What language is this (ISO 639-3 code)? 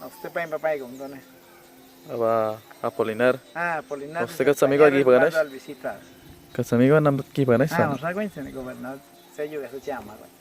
kwi